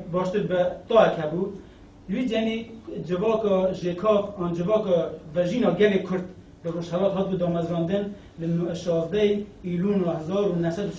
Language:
Kurdish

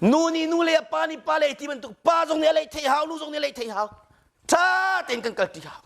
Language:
Hakha Chin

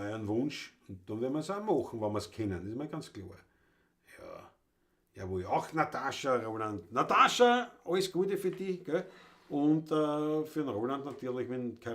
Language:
Bavarian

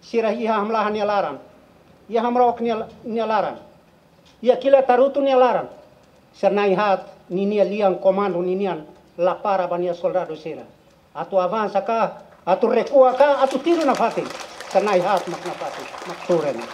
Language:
Tetum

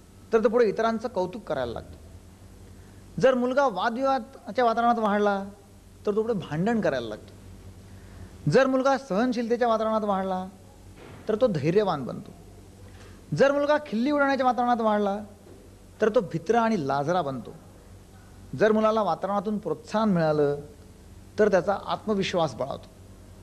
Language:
Marathi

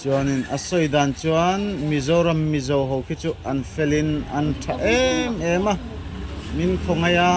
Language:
Mizo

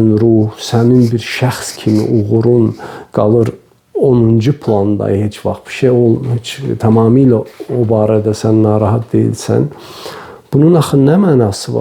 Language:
Azerbaijani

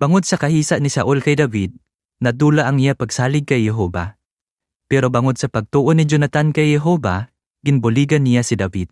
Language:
Hiligaynon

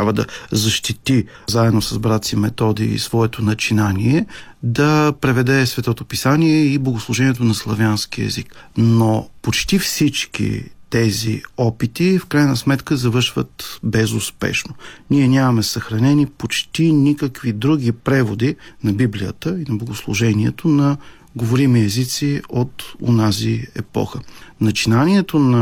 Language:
Bulgarian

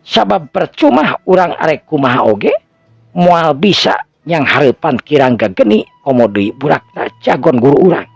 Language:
Sundanese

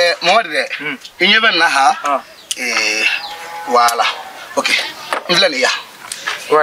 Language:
Bambara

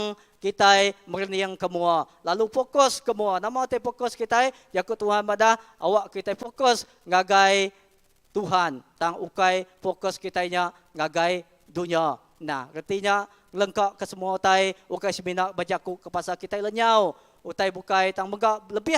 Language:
Iban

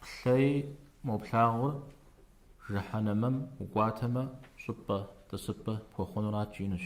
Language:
Kabardian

